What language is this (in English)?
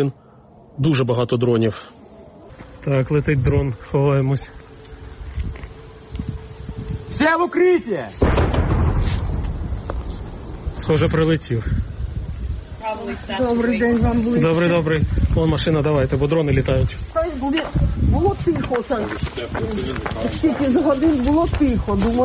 Ukrainian